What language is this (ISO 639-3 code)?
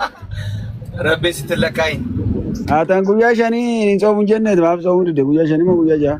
orm